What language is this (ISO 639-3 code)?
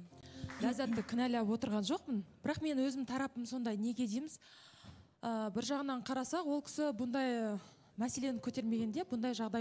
kaz